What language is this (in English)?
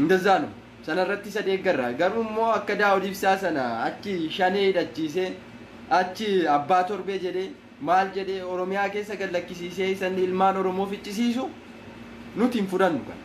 Oromo